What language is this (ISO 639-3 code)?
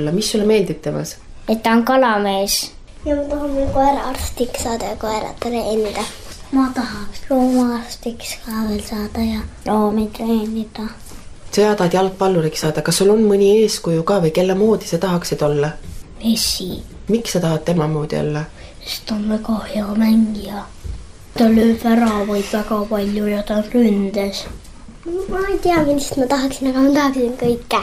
est